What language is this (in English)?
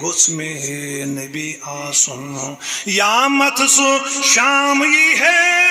Kashmiri